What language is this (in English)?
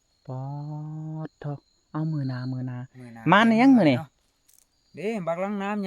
Lao